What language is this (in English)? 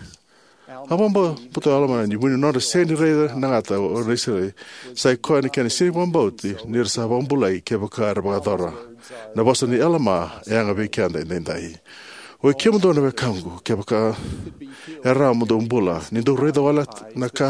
Fijian